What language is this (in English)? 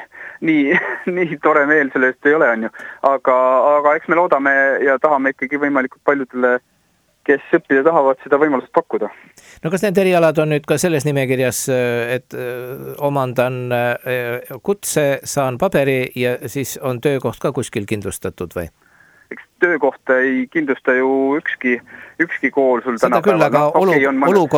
Estonian